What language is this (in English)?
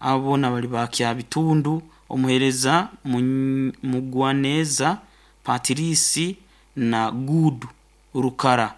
Nyoro